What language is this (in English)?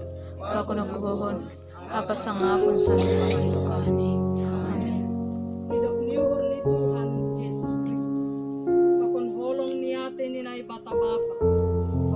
Batak Simalungun